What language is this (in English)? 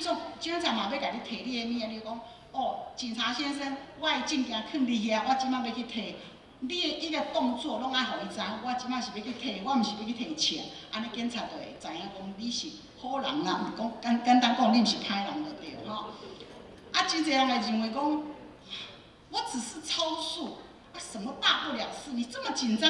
Min Nan Chinese